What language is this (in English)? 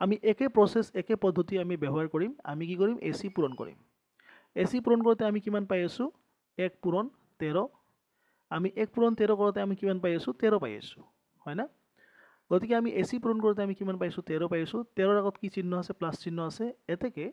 Assamese